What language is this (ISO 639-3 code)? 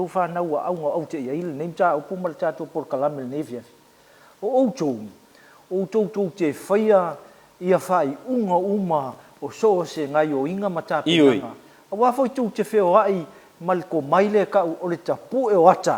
smo